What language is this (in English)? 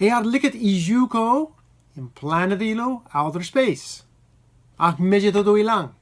Marshallese